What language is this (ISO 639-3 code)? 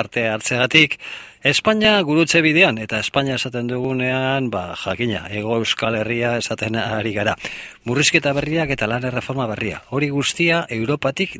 eus